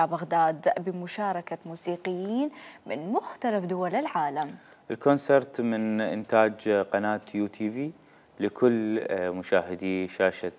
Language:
Mesopotamian Arabic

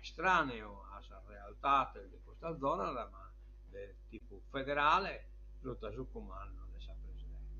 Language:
Sardinian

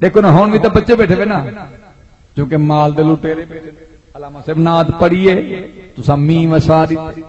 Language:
Saraiki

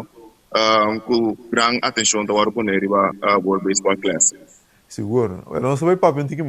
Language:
Papiamento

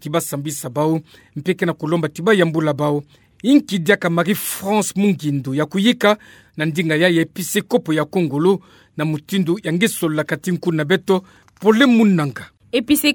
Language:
Kituba (Democratic Republic of Congo)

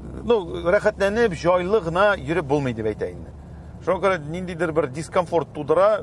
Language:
Tatar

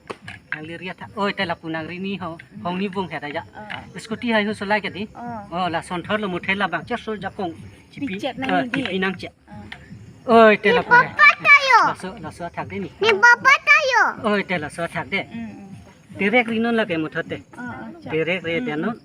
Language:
Karbi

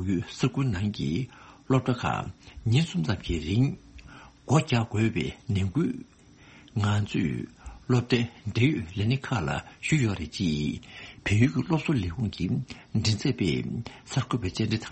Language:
Tibetan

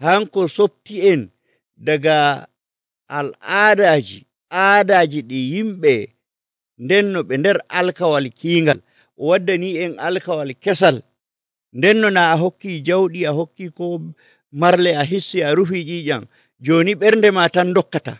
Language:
Nigerian Fulfulde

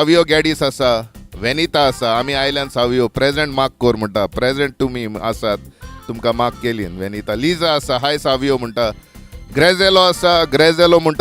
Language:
Konkani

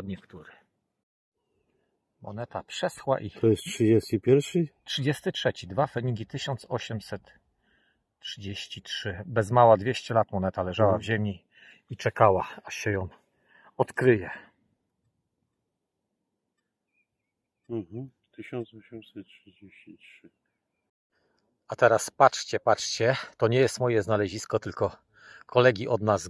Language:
Polish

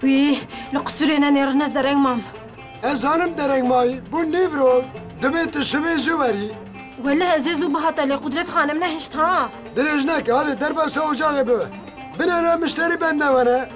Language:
Kurdish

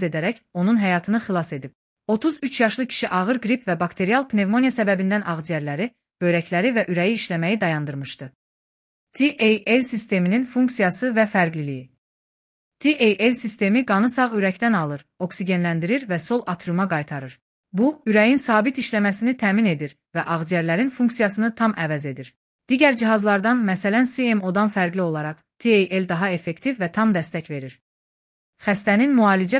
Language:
Azerbaijani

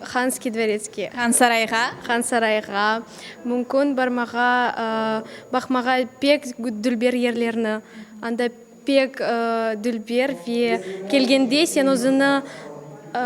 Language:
Crimean Tatar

